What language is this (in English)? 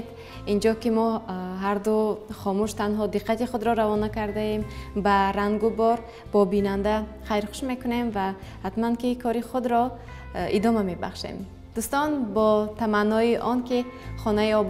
Tajik